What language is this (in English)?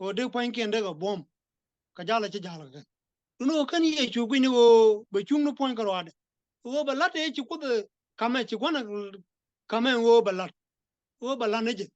Nuer